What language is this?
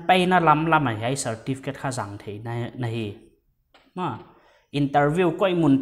Paite Chin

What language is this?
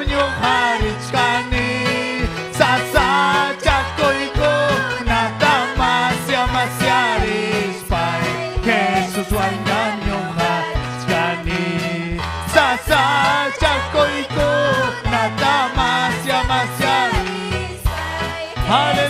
Ayacucho Quechua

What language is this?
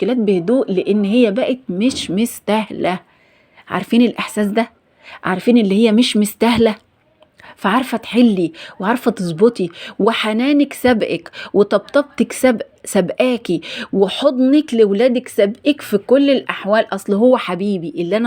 Egyptian Arabic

